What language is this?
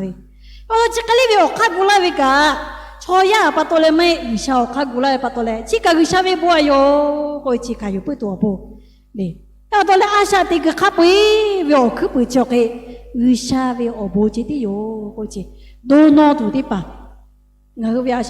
Lahu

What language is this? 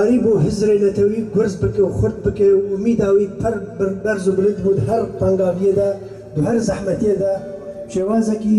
Kurdish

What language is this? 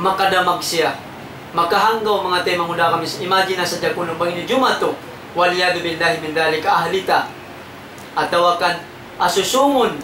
Tausug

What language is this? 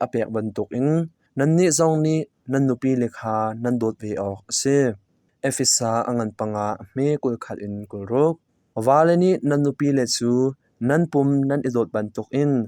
Hakha Chin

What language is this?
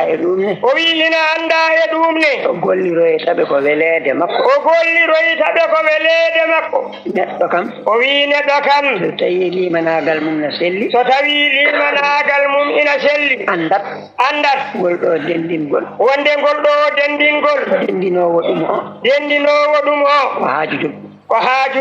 Fula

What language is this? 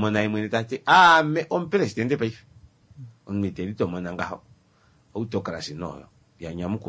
Kuanyama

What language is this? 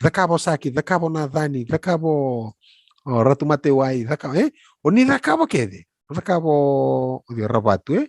Fijian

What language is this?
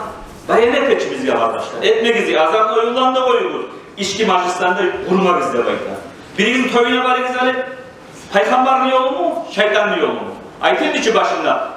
Kumyk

